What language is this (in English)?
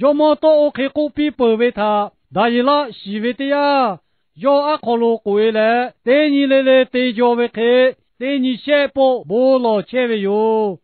Lahu